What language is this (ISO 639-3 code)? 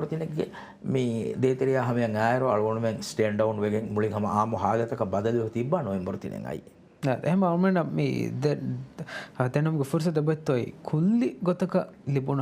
div